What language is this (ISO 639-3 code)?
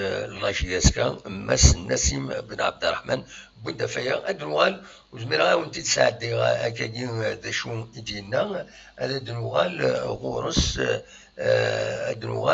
kab